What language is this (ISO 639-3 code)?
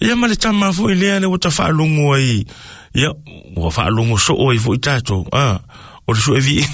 smo